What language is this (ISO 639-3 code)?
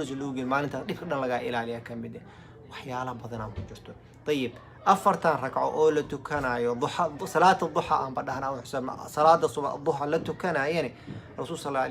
som